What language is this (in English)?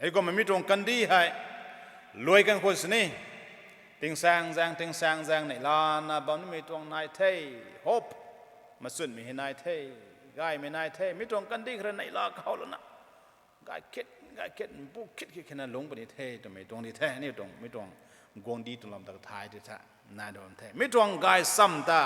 Rongmei Naga